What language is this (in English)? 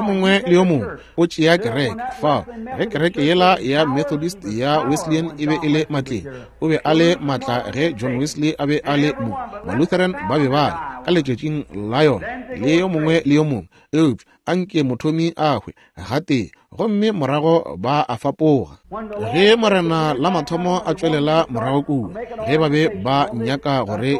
Northern Sotho